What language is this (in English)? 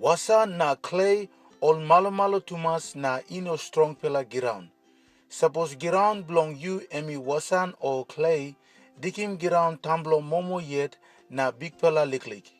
Tok Pisin